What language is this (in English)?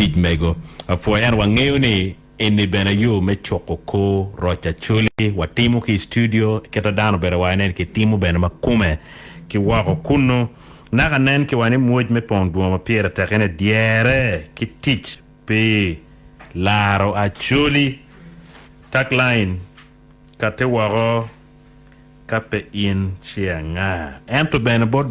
Acoli